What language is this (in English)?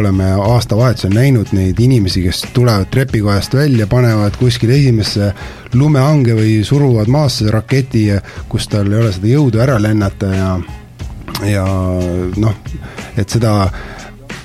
Estonian